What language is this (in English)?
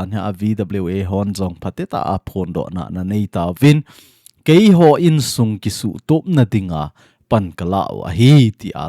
Thado Chin